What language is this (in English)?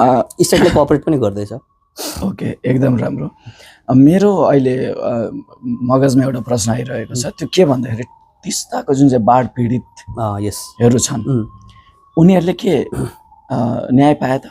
Nepali